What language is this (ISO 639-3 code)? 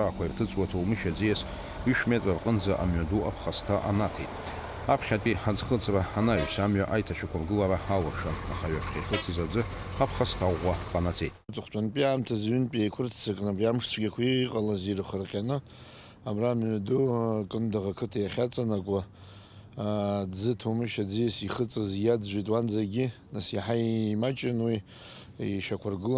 abk